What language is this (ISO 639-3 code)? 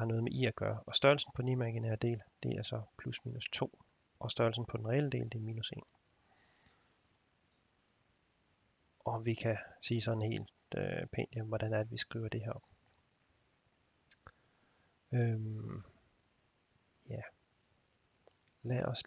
dan